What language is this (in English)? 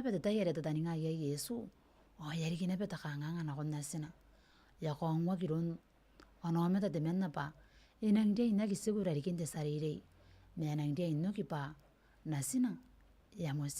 Gilbertese